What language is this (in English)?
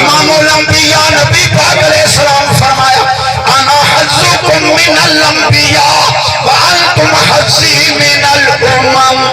Saraiki